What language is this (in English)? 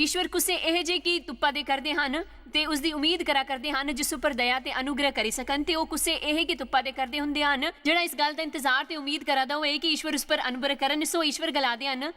Dogri